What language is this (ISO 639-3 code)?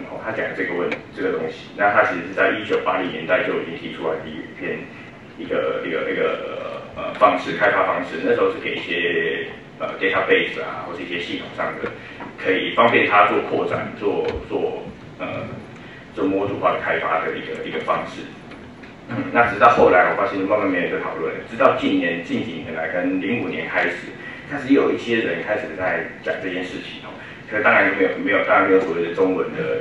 zho